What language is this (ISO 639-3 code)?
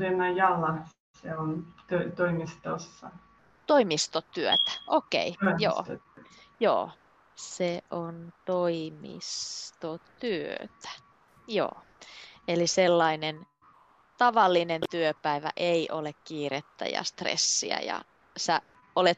fin